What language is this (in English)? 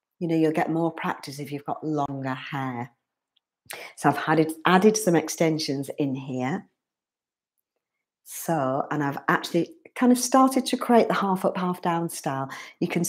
English